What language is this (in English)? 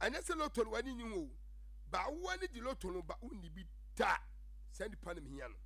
Akan